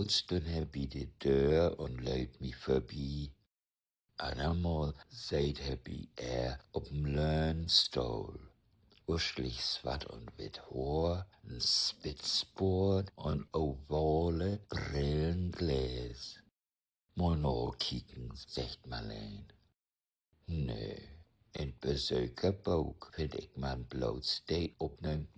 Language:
Low German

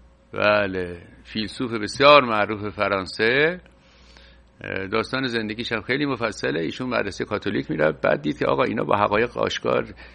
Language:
Persian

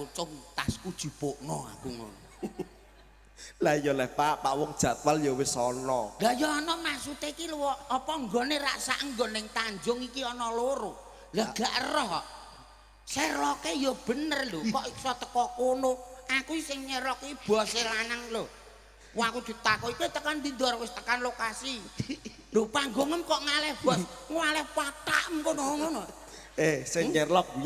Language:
Javanese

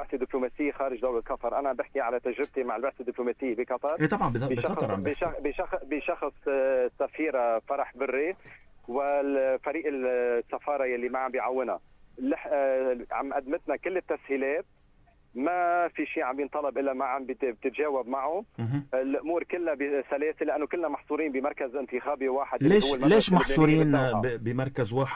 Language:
North Levantine Arabic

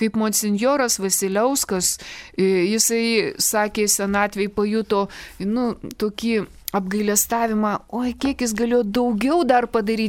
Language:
Lithuanian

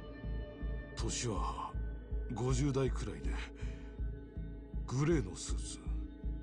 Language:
Japanese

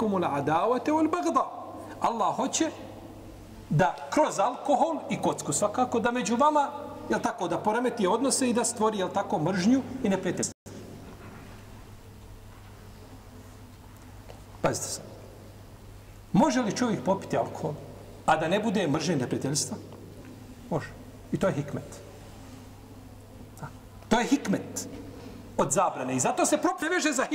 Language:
Bosnian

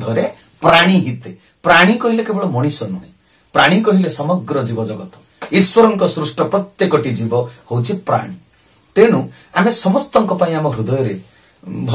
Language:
Odia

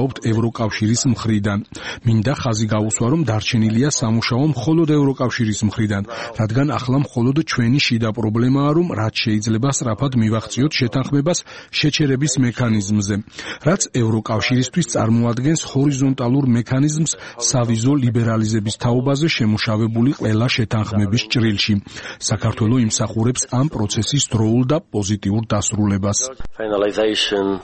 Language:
Georgian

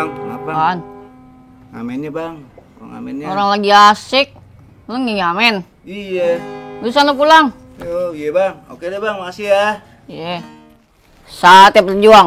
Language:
Betawi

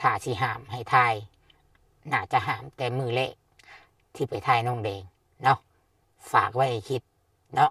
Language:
Lao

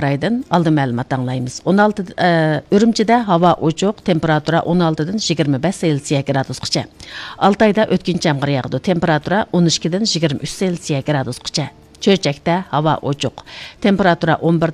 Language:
Uyghur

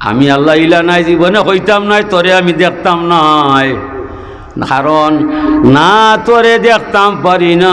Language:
Sylheti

